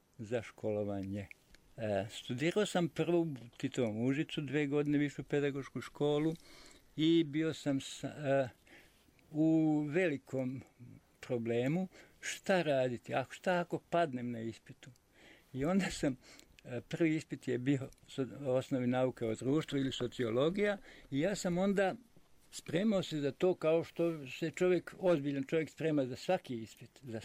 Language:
Serbian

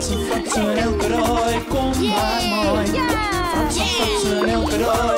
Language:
Western Frisian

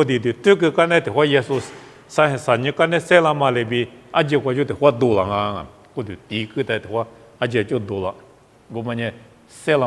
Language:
Lisu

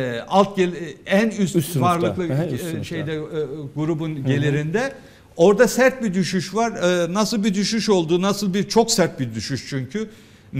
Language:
Turkish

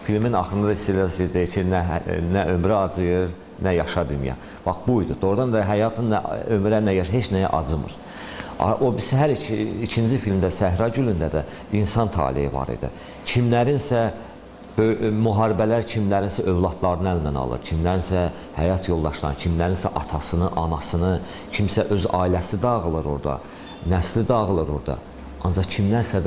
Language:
Azerbaijani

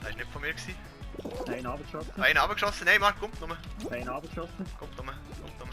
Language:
Swiss German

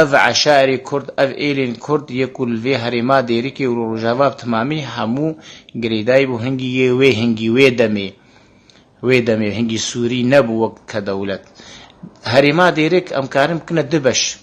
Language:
Kurdish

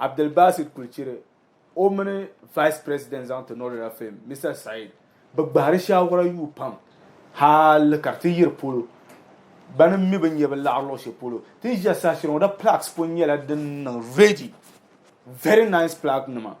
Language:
Dagbani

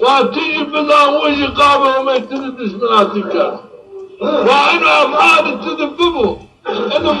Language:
Zaza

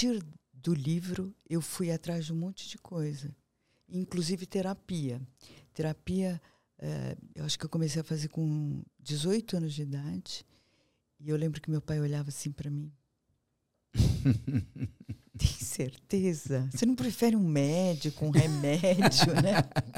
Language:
Portuguese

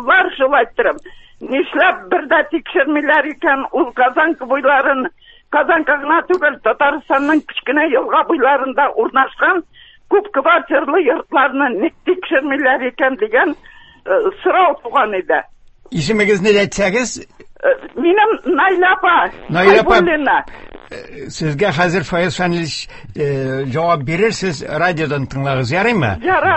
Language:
Tatar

